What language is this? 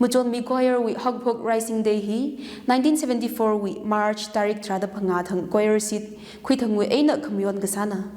Tangkhul Naga (India)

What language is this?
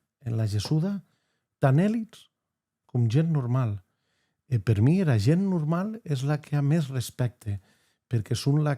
Occitan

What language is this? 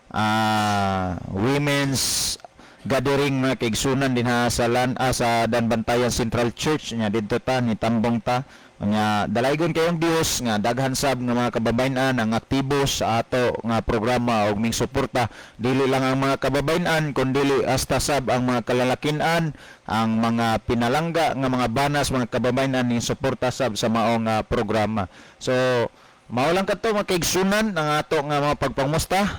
Cebuano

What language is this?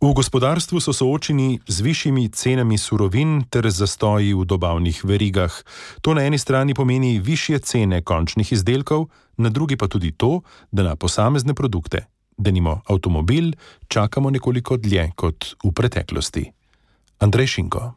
Slovenian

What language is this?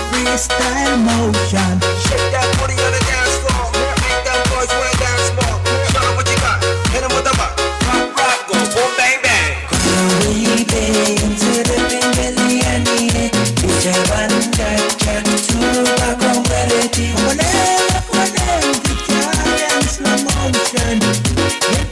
Pohnpeian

